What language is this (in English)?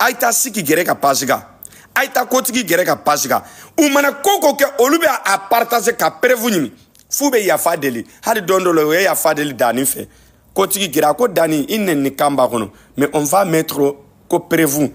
Bambara